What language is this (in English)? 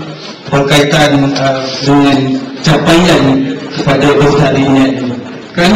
Malay